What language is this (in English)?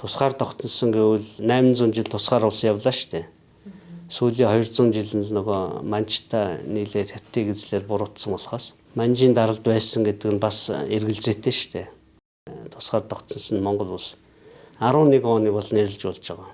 Mongolian